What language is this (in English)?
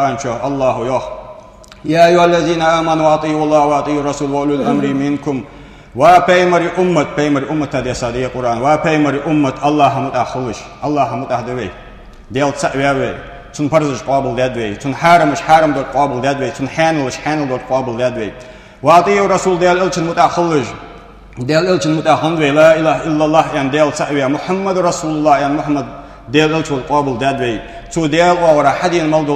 Ingush